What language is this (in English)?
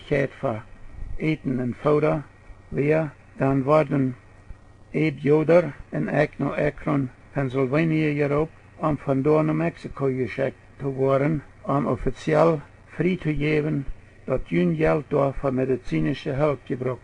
Plautdietsch